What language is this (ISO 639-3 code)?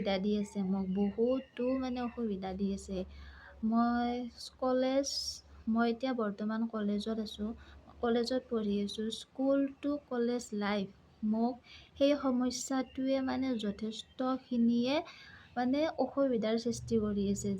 asm